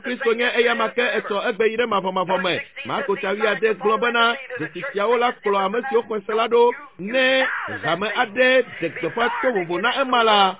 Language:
Ewe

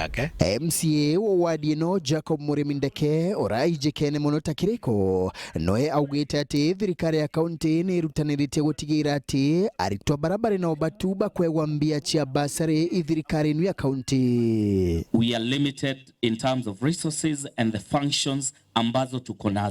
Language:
Meru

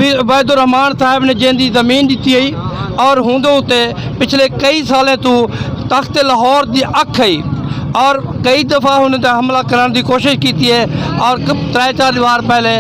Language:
Saraiki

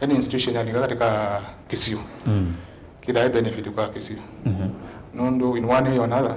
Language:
Kamba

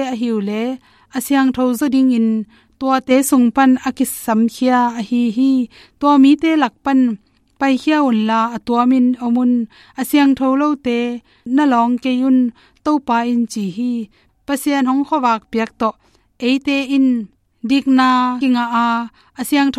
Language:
Tedim Chin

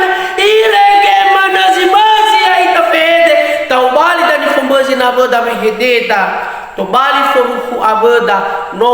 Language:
Nias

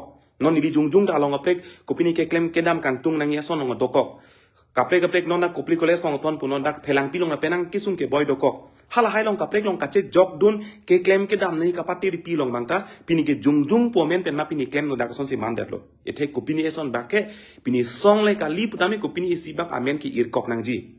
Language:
Karbi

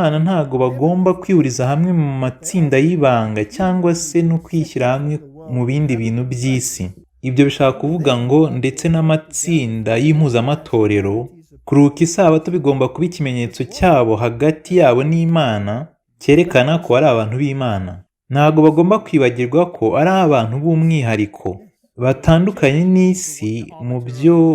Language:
Kinyarwanda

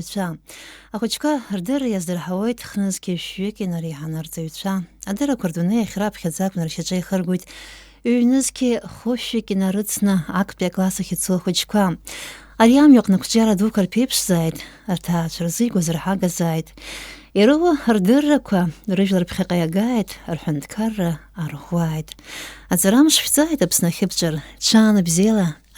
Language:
Abkhazian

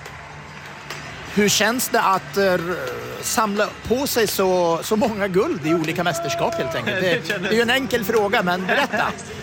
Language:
Swedish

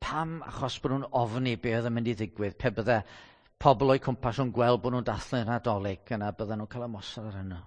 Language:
Welsh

